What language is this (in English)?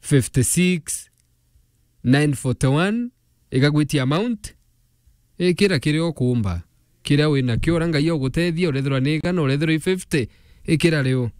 Meru